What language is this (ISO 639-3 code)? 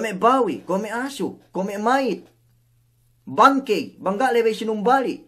yka